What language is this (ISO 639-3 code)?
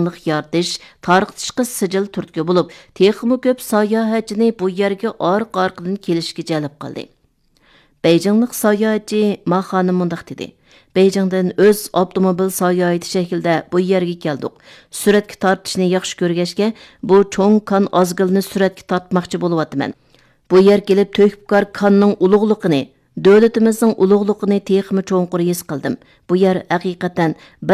uig